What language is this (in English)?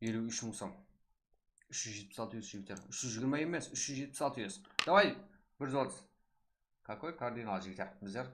Kara-Kalpak